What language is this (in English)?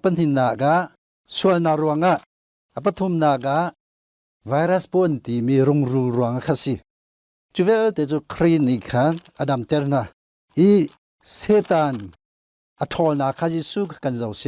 Hakha Chin